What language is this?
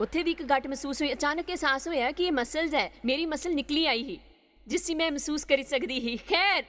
Dogri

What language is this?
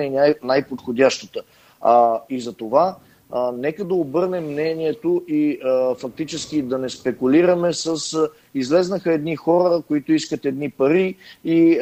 Bulgarian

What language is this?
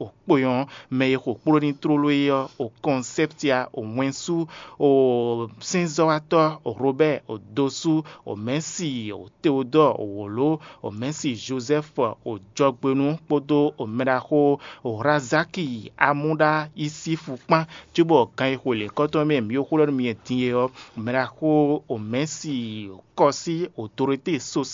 Fon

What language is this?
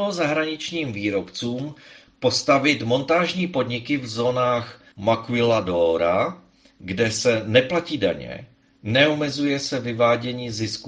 Czech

